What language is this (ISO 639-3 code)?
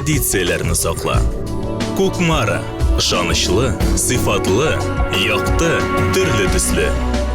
tat